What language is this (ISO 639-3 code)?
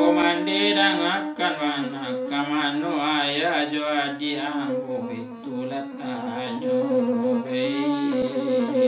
min